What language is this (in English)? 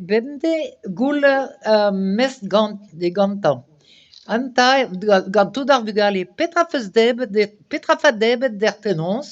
Breton